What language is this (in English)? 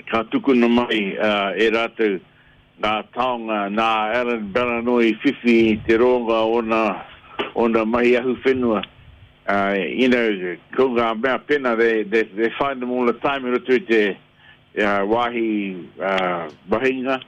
Māori